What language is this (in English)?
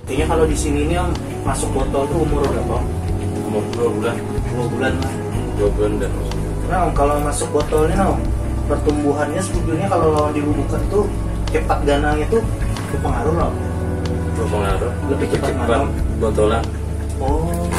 Banjar